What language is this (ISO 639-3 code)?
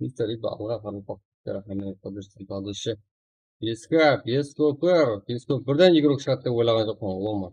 kaa